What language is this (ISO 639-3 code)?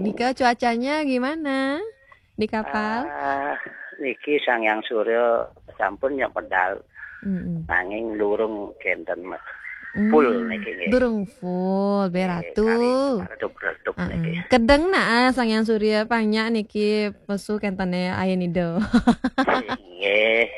ban